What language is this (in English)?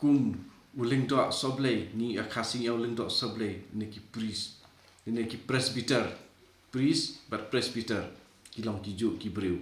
Khasi